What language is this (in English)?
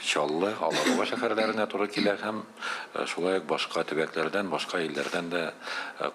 Tatar